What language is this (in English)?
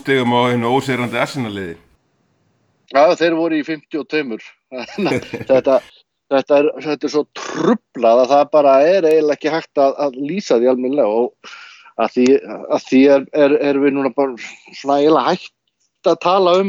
Icelandic